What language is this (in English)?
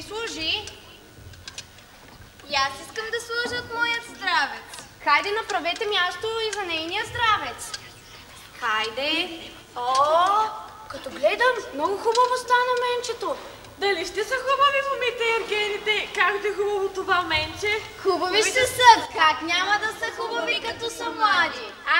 Bulgarian